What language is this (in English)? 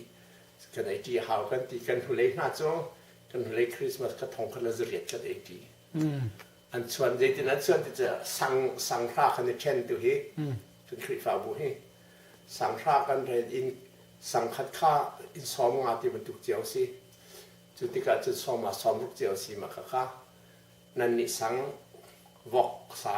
Hakha Chin